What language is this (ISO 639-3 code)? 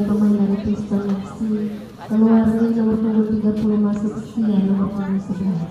abs